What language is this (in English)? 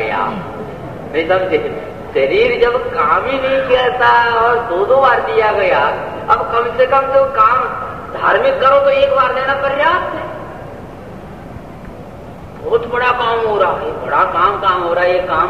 Hindi